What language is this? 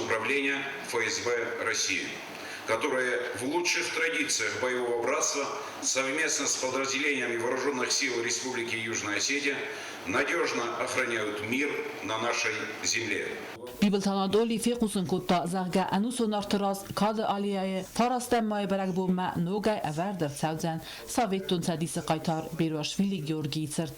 Ossetic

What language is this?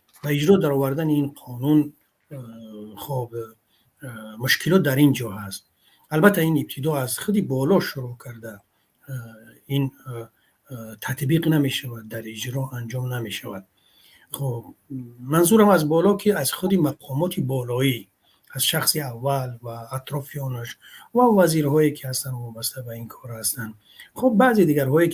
Tajik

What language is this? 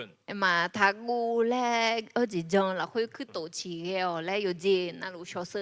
Akha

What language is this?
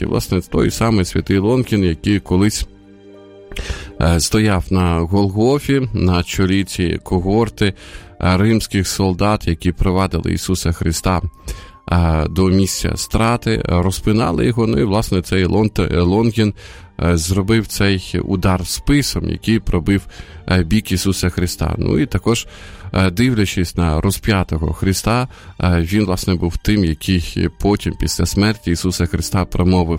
Ukrainian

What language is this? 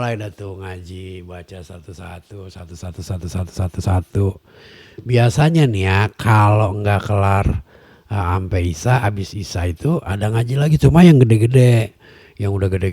Betawi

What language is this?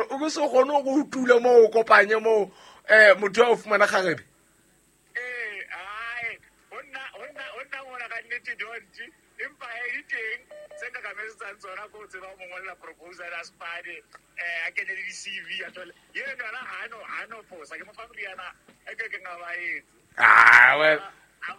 Southern Sotho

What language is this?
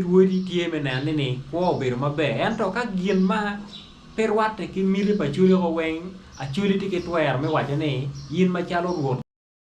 Acoli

